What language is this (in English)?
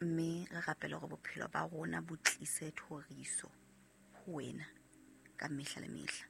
Southern Sotho